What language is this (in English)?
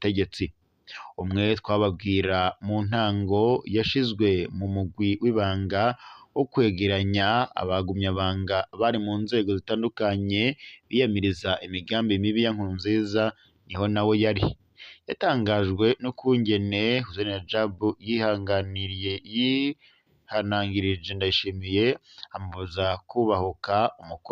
Rundi